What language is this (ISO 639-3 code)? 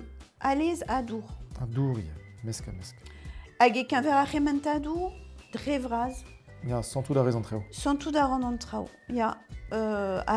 bre